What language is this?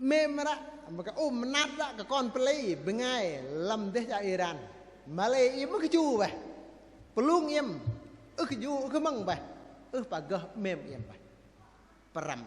Bahnar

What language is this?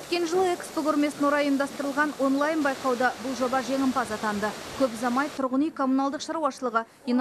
Kazakh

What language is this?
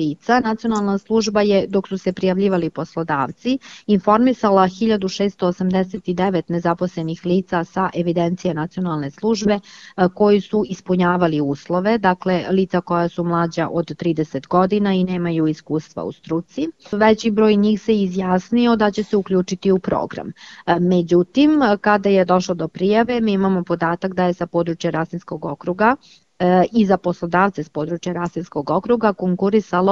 Serbian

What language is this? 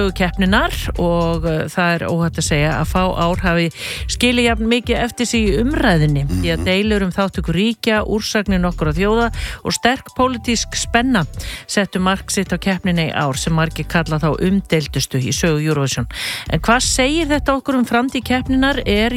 Icelandic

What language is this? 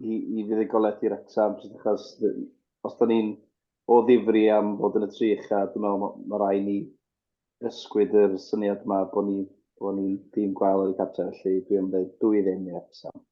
Welsh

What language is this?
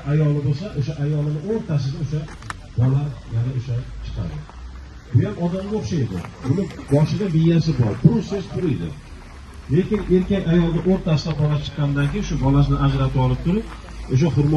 Uzbek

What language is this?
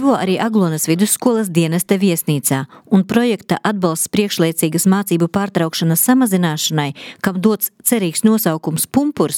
Latvian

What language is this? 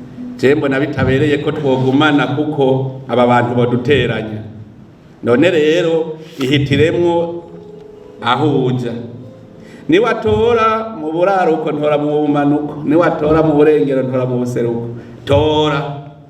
Rundi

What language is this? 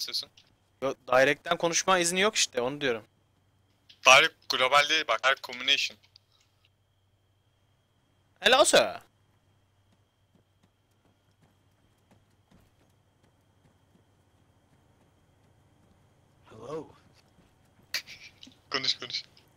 Turkish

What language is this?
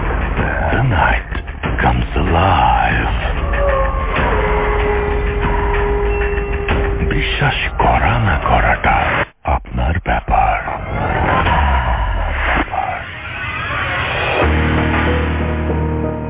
Bangla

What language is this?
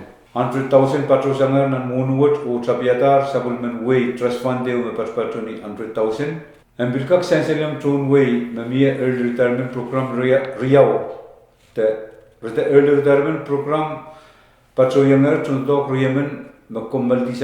Pohnpeian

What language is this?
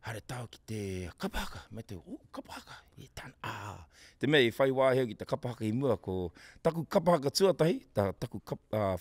Māori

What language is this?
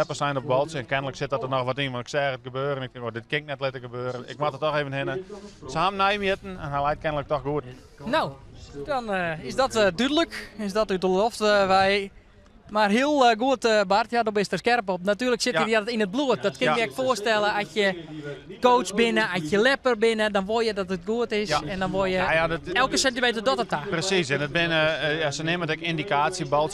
Western Frisian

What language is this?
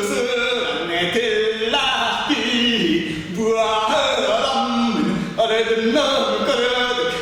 Yakut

